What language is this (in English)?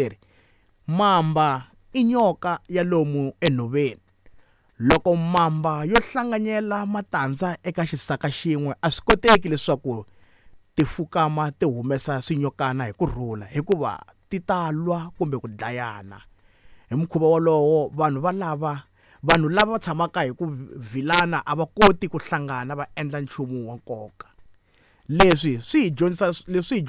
Tsonga